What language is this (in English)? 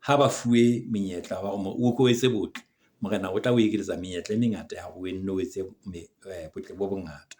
Southern Sotho